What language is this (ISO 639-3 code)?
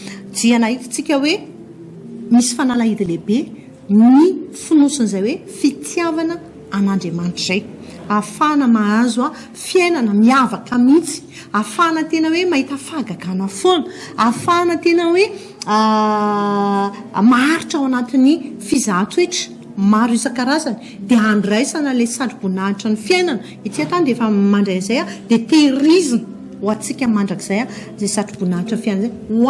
mlg